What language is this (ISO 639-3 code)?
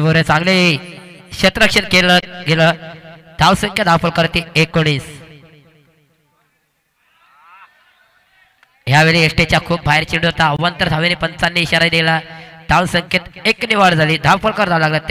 mar